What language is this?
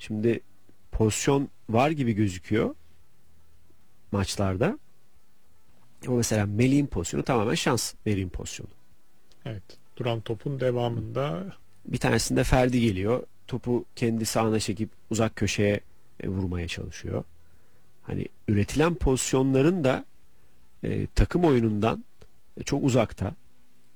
Turkish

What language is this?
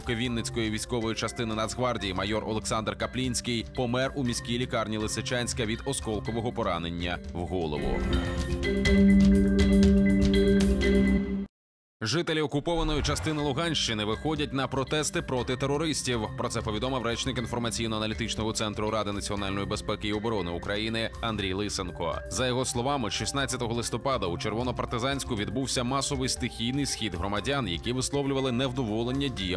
Ukrainian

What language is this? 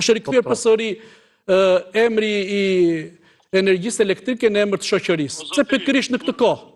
Albanian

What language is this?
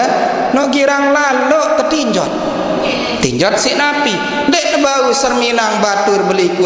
Sasak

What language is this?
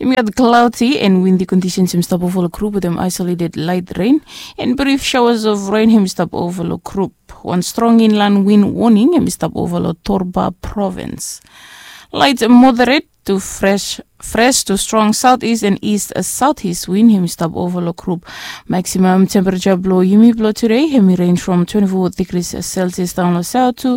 Bislama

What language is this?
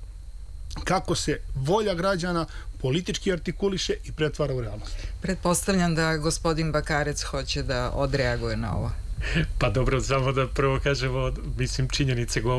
Serbian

